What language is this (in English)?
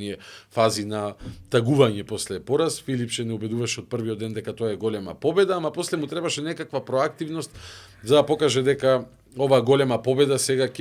Macedonian